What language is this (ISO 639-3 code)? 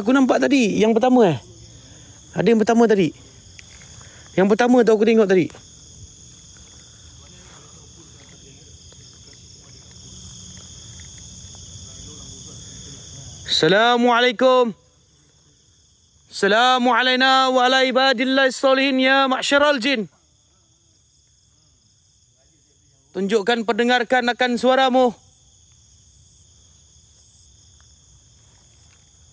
msa